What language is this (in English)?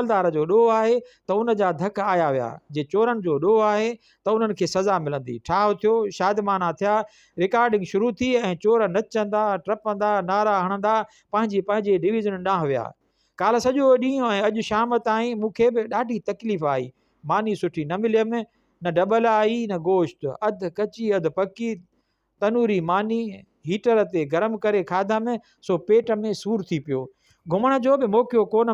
Sindhi